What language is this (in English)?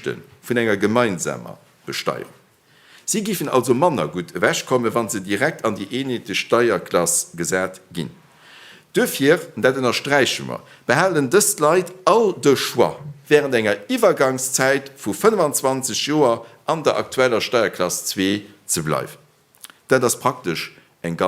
Luxembourgish